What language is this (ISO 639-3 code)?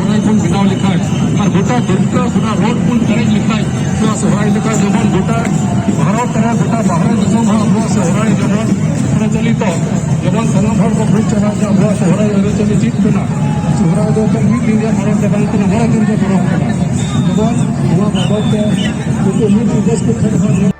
sat